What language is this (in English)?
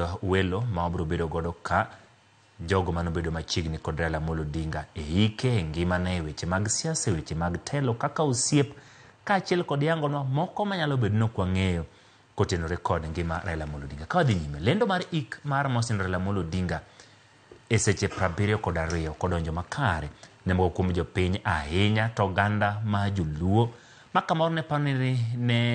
Luo (Kenya and Tanzania)